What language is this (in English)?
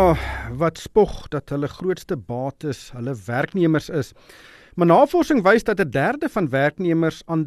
Afrikaans